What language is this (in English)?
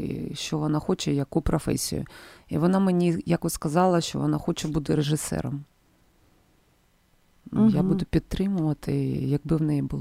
Ukrainian